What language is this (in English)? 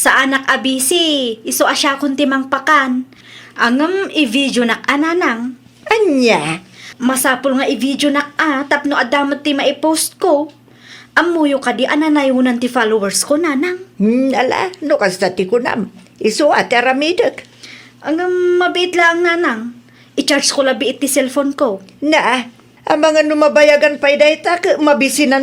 Iloko